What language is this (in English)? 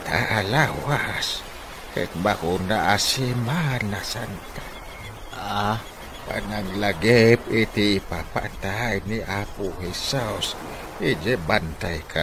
Iloko